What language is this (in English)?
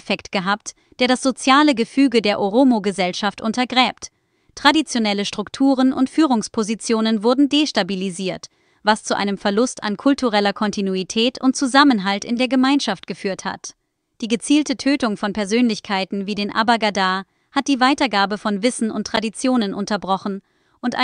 German